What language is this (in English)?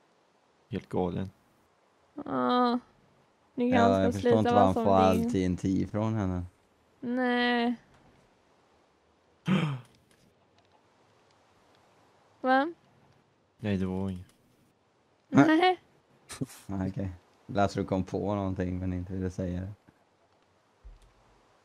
Swedish